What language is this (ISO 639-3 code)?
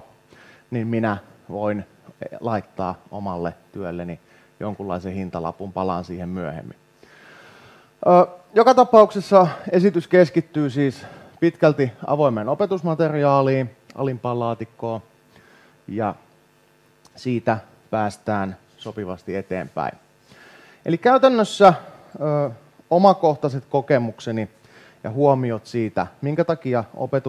fin